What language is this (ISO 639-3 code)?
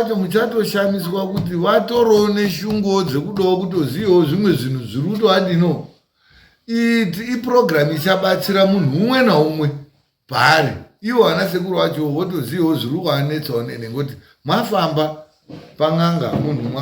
sna